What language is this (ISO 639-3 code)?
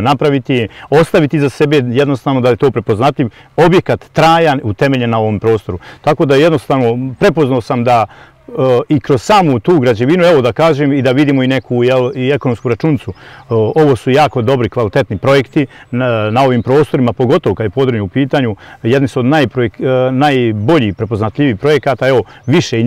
bos